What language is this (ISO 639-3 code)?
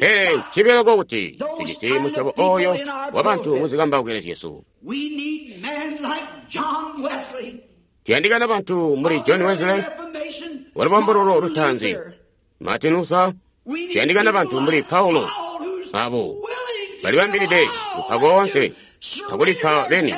toi